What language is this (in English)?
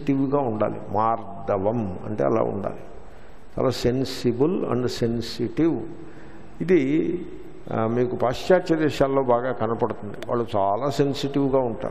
Telugu